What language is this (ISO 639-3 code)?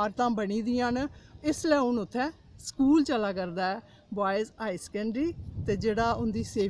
doi